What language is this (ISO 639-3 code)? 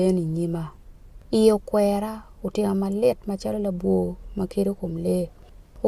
ach